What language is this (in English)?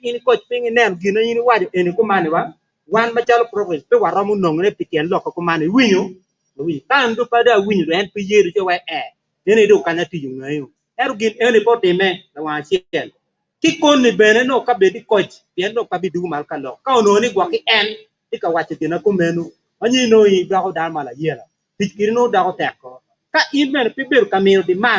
Acoli